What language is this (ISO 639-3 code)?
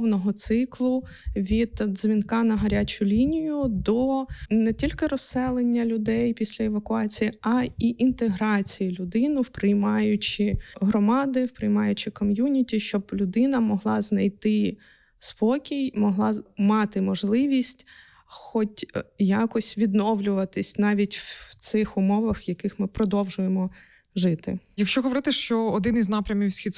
ukr